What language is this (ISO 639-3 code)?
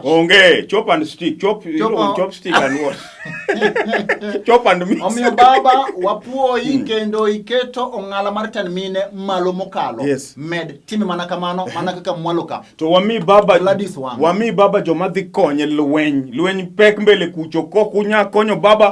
luo